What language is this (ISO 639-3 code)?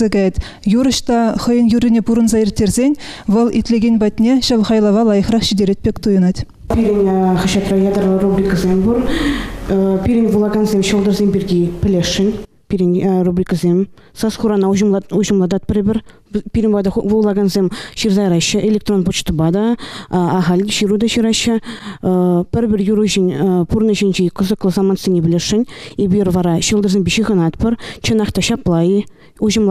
chv